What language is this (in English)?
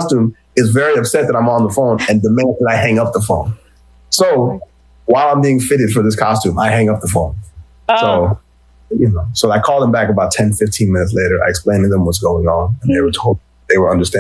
English